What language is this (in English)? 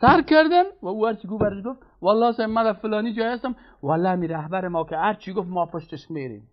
Persian